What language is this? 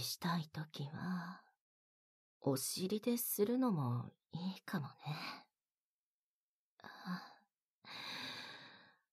Japanese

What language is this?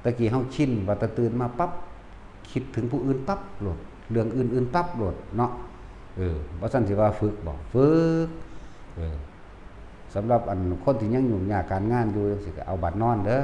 Northeastern Thai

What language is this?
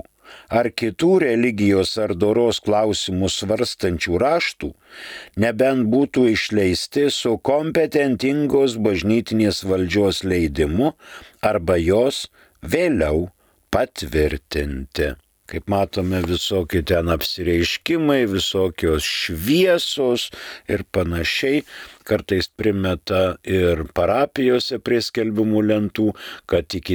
Lithuanian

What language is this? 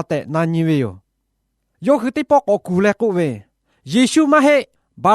Lahu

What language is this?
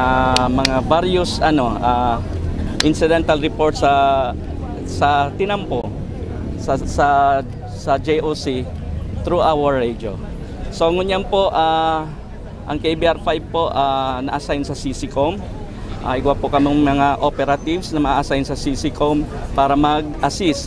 Bikol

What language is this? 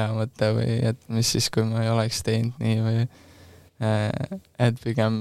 Estonian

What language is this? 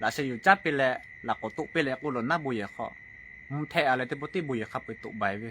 Lahu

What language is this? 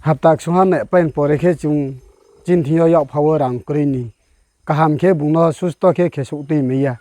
Riang (India)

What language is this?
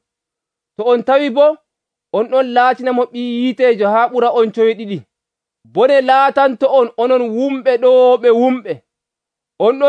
Nigerian Fulfulde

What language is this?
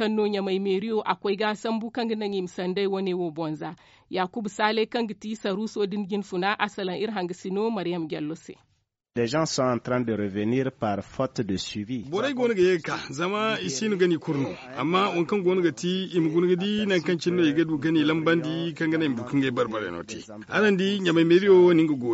Zarma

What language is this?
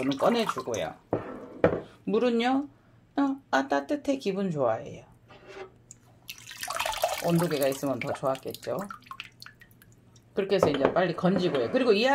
Korean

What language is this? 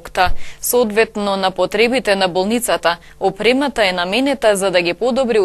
Macedonian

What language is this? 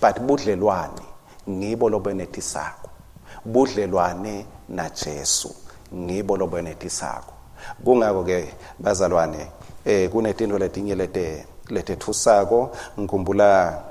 Swati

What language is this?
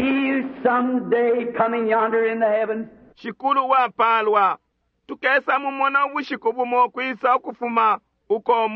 Bemba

